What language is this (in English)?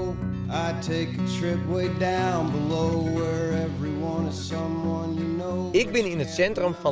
Western Frisian